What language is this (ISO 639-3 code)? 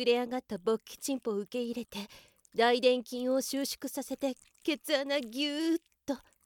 jpn